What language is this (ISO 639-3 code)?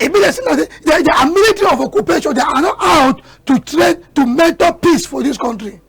wes